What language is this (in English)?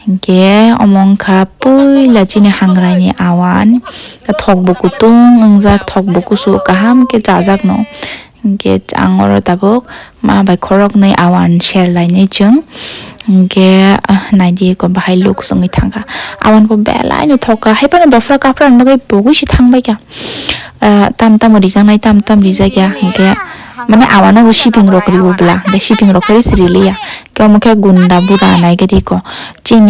Kok Borok